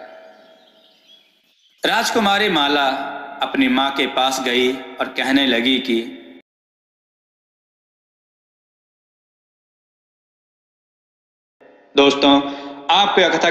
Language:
Hindi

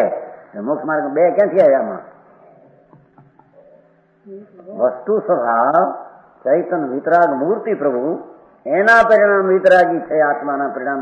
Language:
Gujarati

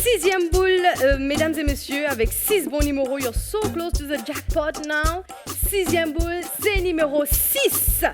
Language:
Morisyen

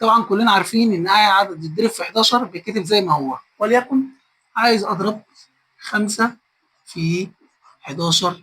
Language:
Egyptian Arabic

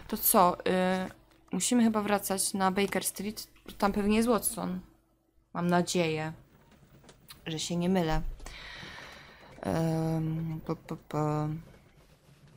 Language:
Polish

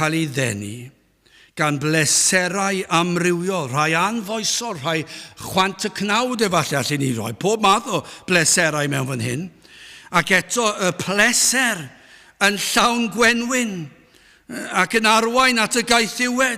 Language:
Welsh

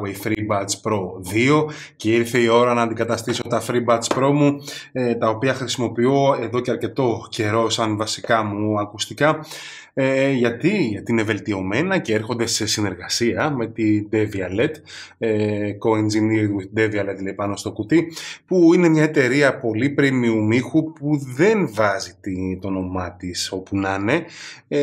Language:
Greek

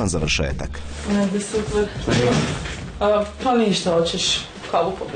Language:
Croatian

